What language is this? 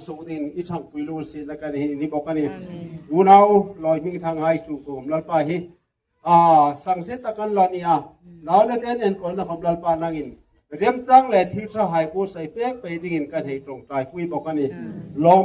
Hmar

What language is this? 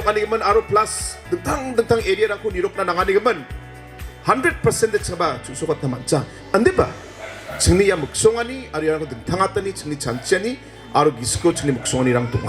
Garo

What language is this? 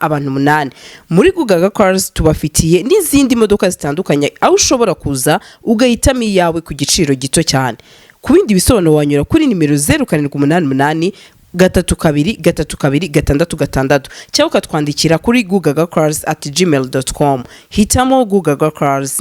Kinyarwanda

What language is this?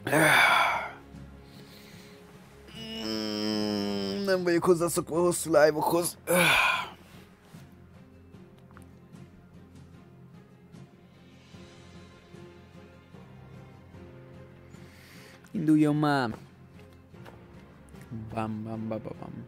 Hungarian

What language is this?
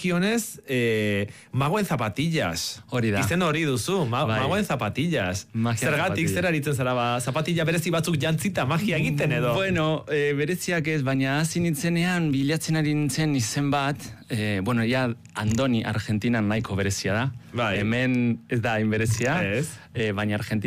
Basque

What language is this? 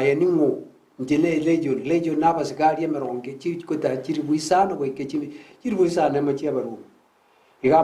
Gusii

